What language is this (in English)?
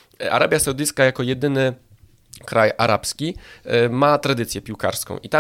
Polish